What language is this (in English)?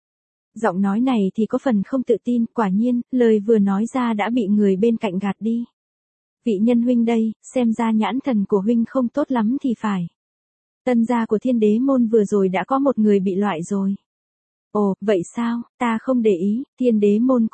Vietnamese